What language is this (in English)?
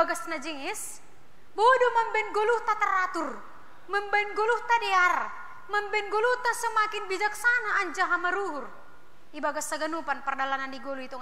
Batak Simalungun